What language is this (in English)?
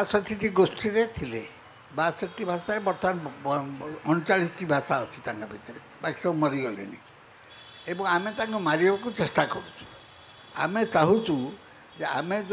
Odia